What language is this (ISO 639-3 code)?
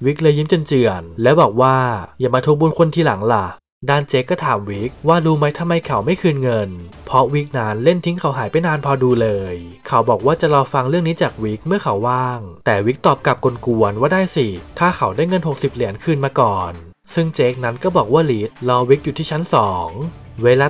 tha